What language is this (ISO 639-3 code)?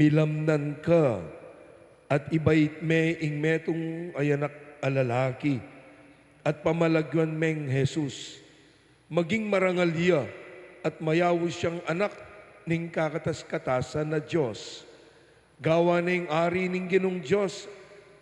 pam